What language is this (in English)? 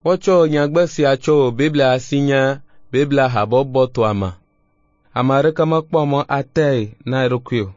Ewe